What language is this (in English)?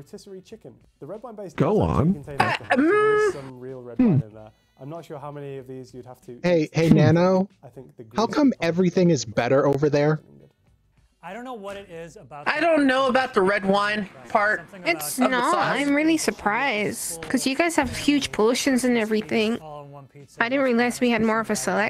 English